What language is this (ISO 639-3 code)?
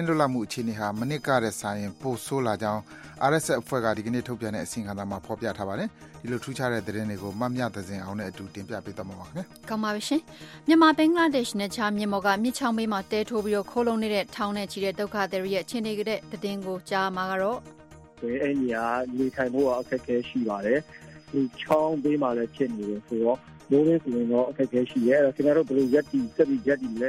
mya